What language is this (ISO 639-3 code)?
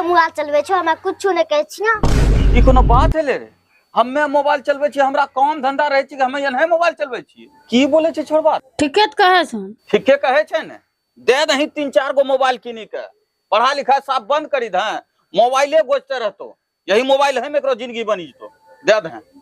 anp